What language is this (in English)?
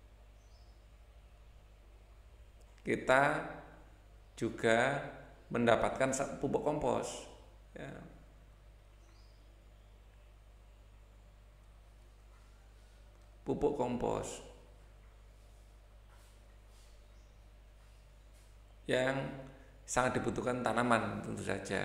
Indonesian